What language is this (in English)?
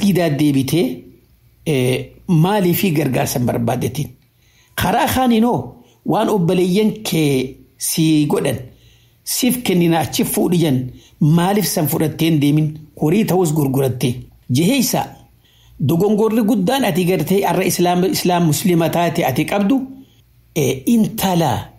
Oromo